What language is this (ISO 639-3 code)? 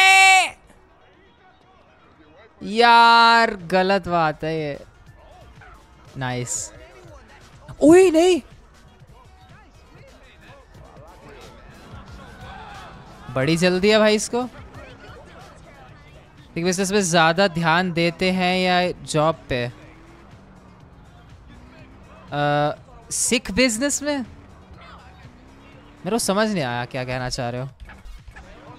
hin